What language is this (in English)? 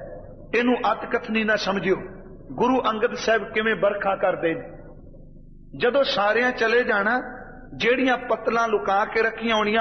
Punjabi